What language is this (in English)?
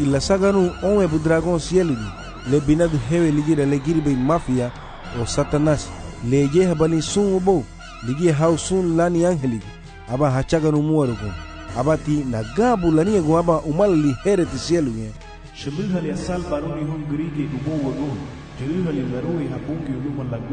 Garifuna